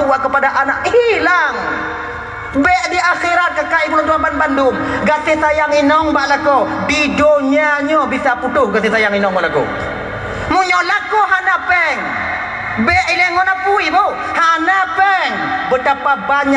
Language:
Achinese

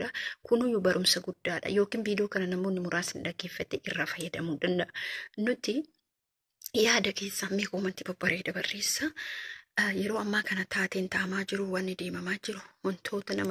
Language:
Oromo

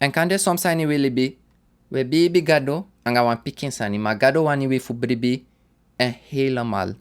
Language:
Sranan Tongo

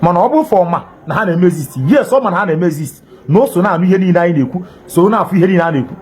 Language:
Igbo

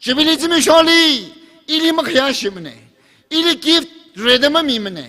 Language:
Tangkhul Naga (India)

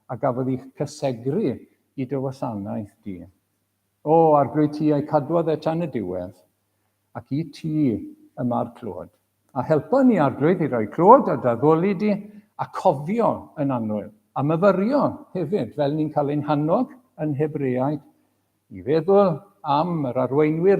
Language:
Welsh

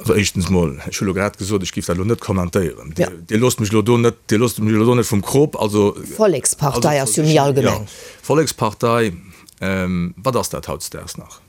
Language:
Luxembourgish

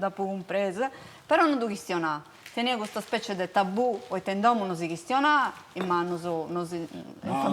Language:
Sardinian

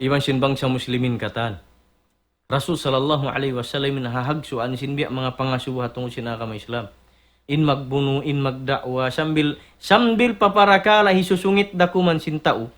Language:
Tausug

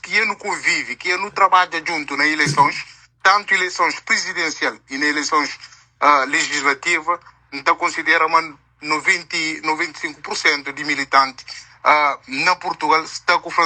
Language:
Kabuverdianu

